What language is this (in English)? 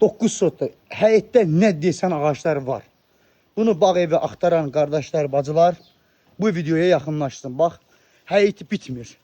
Azerbaijani